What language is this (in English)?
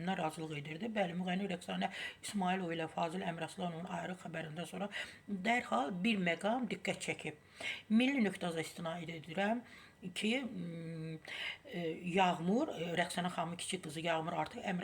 Azerbaijani